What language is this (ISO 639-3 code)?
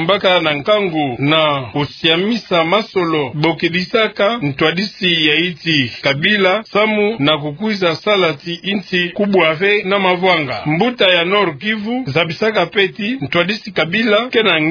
ktu